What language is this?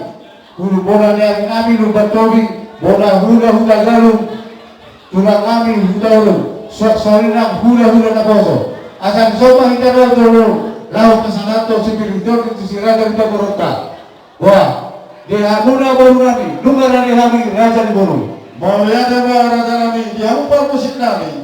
Batak Toba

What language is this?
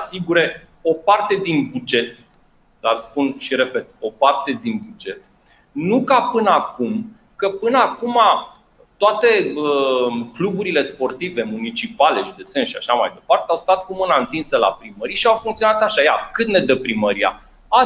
Romanian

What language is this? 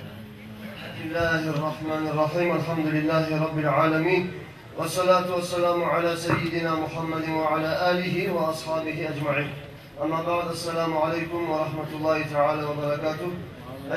Kumyk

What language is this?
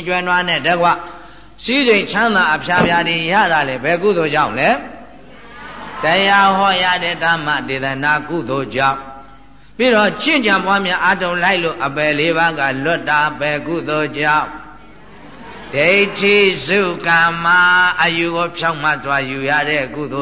Burmese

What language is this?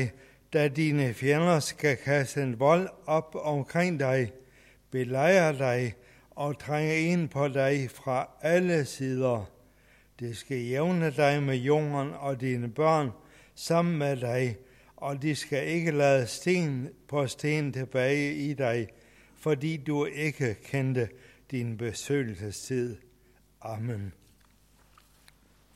Danish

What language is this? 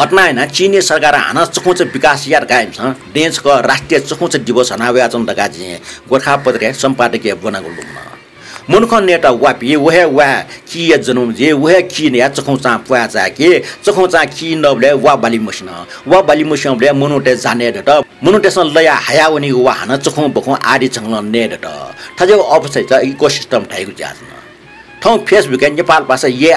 Newari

